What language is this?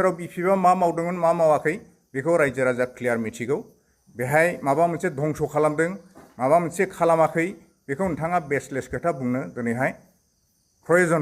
Bodo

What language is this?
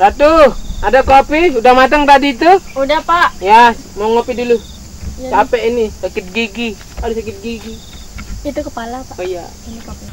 Sasak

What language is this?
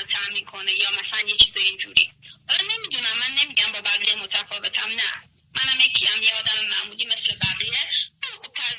Persian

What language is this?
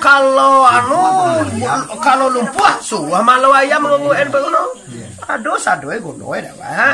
Minangkabau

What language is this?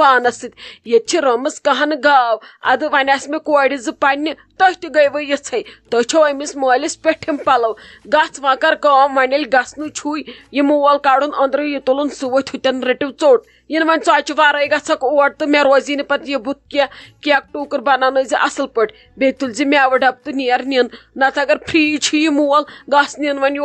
Kashmiri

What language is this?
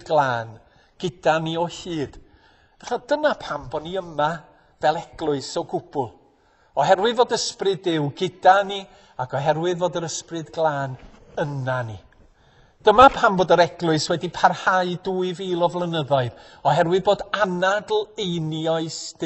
Welsh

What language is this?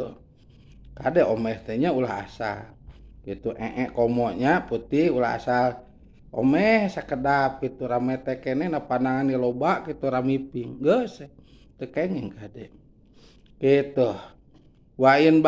Sundanese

